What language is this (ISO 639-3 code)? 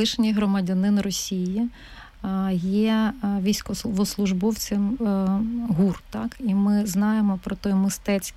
ukr